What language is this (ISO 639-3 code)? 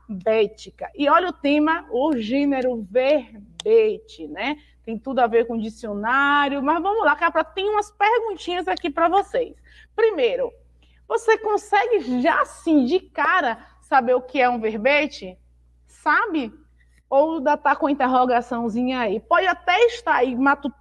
por